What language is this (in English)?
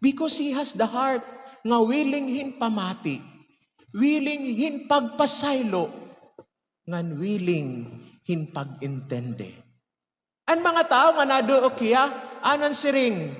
Waray